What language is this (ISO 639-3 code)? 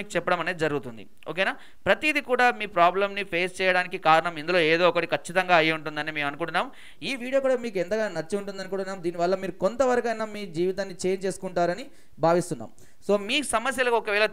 tel